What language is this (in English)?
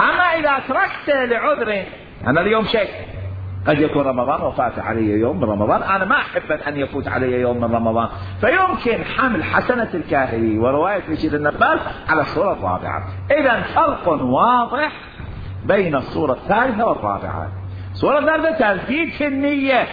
Mesopotamian Arabic